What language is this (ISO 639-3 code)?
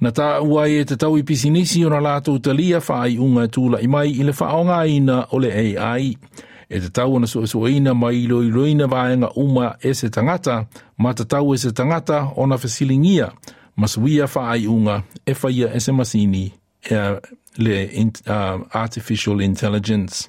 smo